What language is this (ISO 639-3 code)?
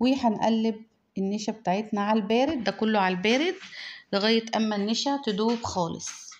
arz